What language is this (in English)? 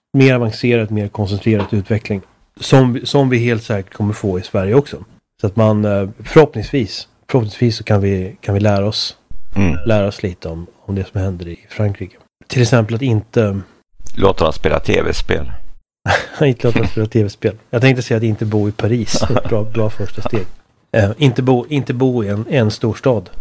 Swedish